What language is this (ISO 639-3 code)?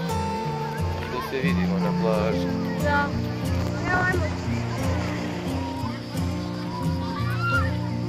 hrv